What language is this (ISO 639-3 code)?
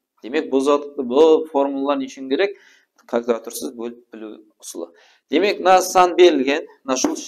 kaa